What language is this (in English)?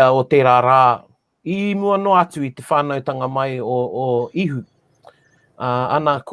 Māori